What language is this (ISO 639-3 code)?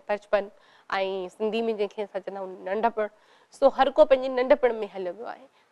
snd